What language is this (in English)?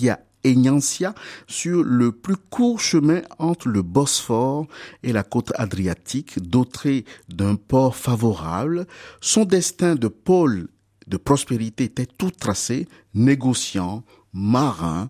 French